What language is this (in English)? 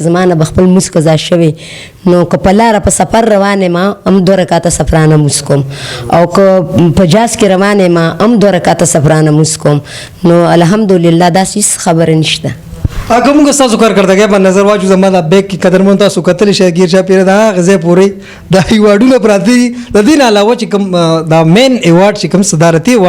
Pashto